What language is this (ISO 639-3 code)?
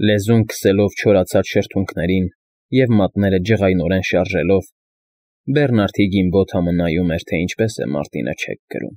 hye